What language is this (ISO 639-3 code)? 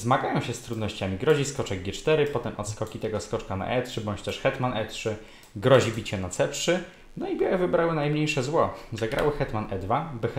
pol